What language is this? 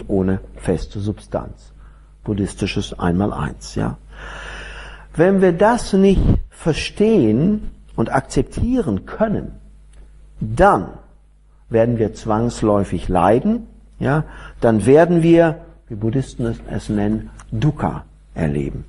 German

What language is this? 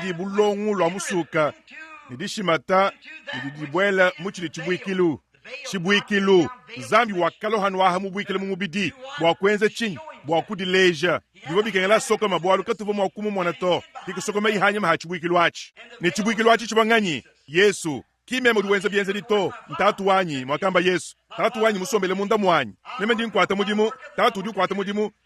Luba-Lulua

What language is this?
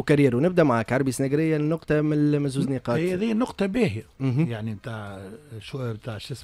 Tunisian Arabic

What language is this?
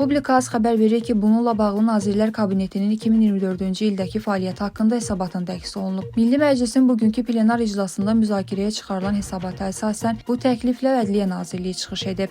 Azerbaijani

